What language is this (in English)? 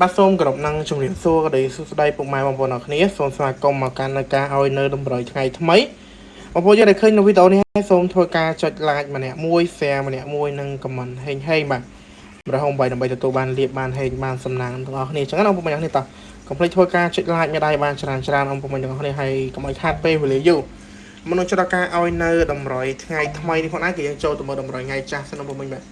Khmer